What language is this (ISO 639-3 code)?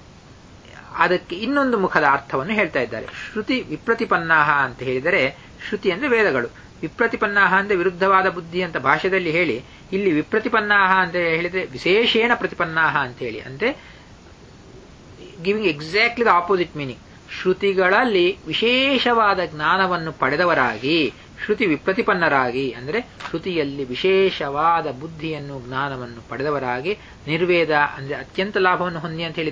kan